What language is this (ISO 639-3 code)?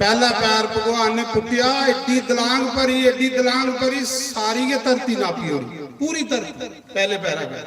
doi